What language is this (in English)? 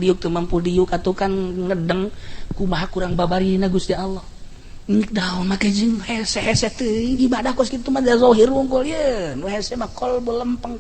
Sundanese